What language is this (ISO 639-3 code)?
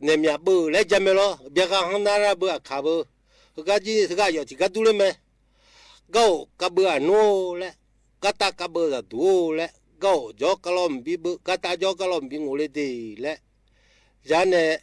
ahk